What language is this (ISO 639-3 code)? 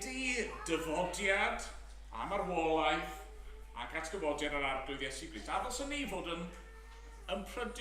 cym